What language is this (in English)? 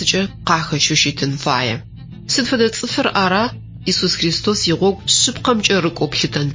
Adyghe